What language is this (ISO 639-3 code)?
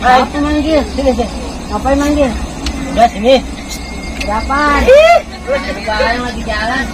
bew